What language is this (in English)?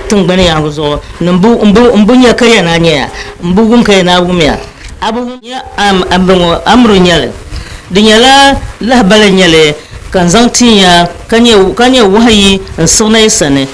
Dagbani